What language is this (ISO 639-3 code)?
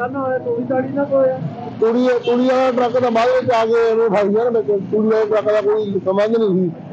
pan